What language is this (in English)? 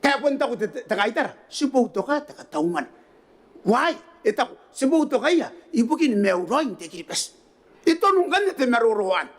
Gilbertese